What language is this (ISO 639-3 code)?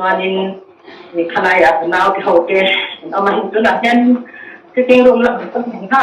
lus